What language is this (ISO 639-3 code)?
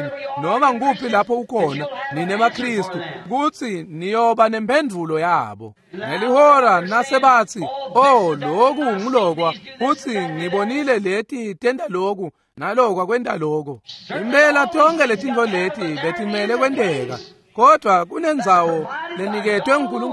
ssw